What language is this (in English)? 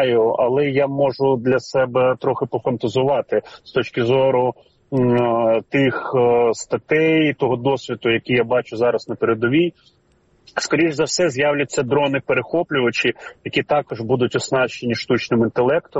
Ukrainian